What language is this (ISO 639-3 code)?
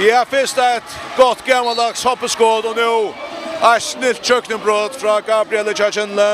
fao